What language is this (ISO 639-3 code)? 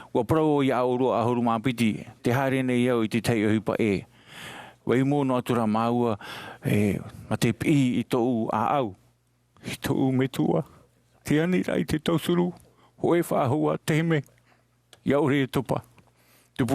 tah